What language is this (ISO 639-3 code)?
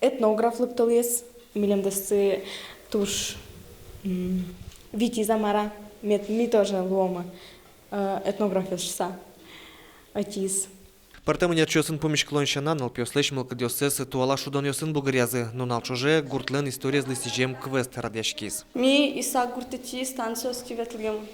udm